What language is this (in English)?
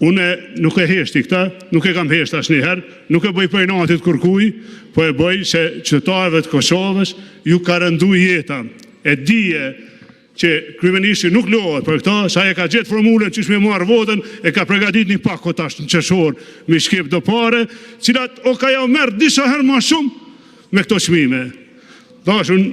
Albanian